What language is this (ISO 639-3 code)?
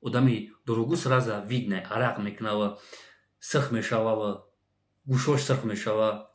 tgk